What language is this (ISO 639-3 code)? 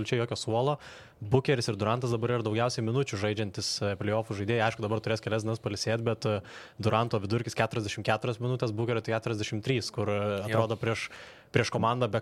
lit